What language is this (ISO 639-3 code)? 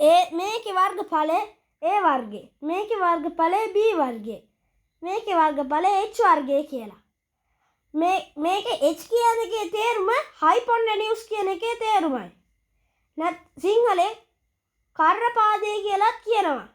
sin